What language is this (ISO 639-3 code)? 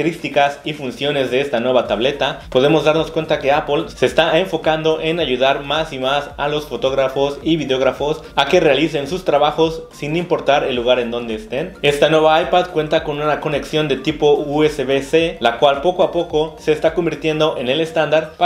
spa